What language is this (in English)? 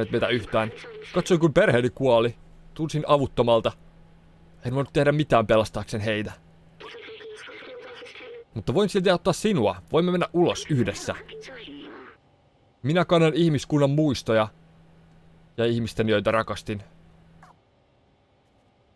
Finnish